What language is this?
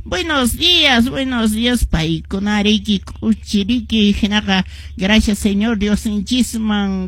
Quechua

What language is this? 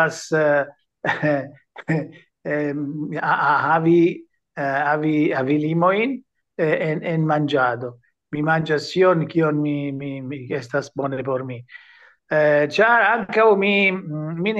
Esperanto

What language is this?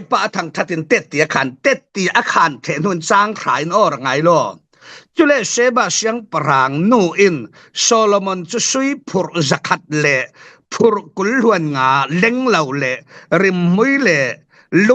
Falam Chin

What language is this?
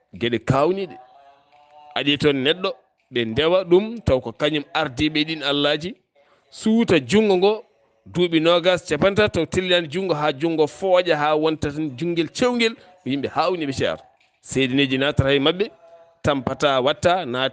Fula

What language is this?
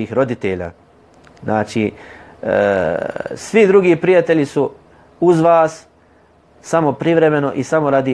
Bosnian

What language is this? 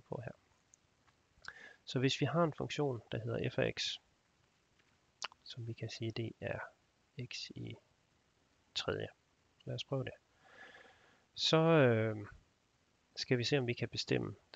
Danish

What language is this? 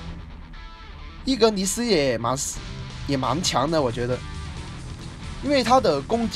Chinese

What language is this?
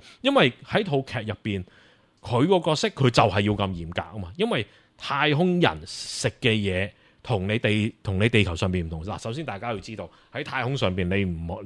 Cantonese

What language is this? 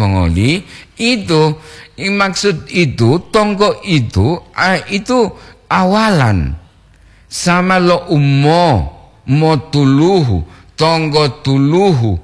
Gorontalo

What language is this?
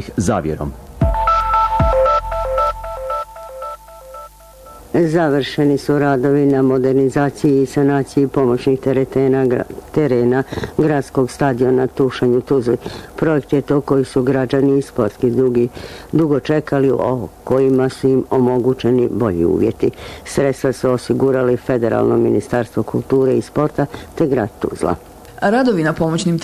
Bosnian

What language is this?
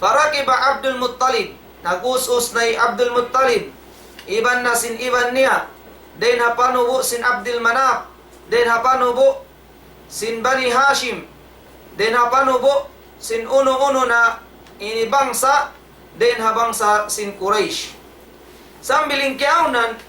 Tausug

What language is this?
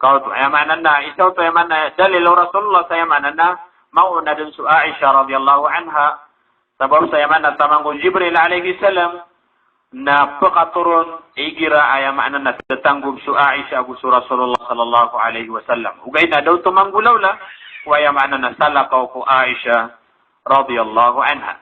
Maranao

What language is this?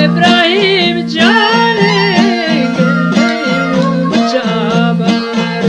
Eastern Balochi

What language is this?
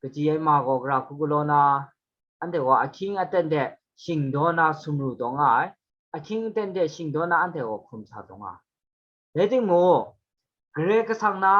Kachin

